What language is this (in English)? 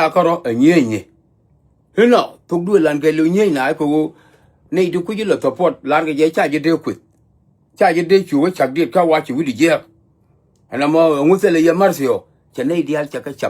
Nuer